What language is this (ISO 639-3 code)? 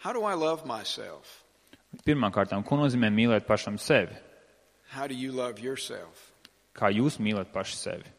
lav